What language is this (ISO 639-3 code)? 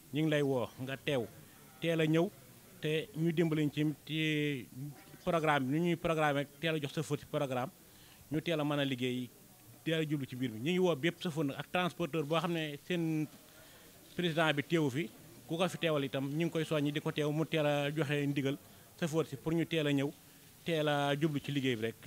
wol